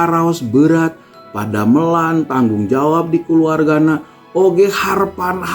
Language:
Sundanese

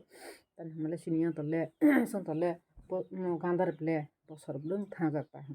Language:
Kok Borok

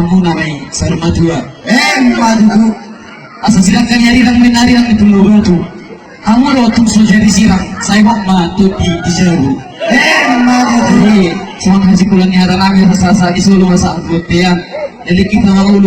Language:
Batak Toba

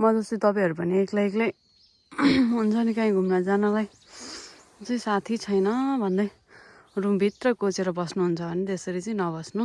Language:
Nepali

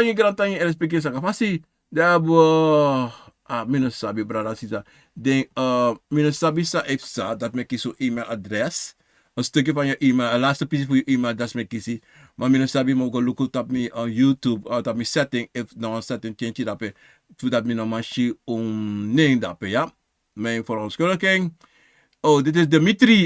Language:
Sranan Tongo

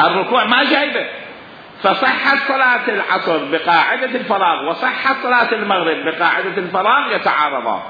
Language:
Mesopotamian Arabic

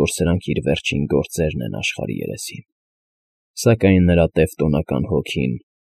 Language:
Armenian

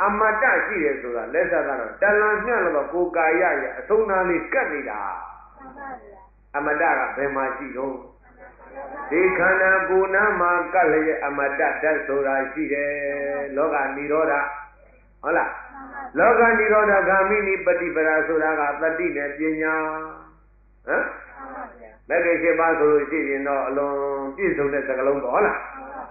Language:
Burmese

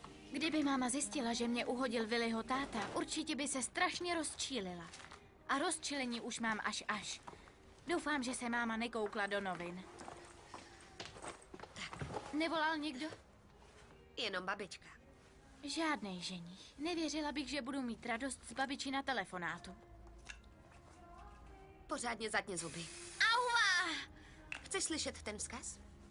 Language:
Czech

